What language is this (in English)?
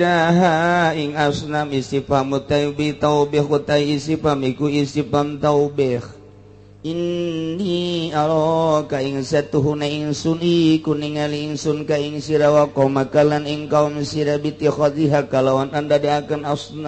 Sundanese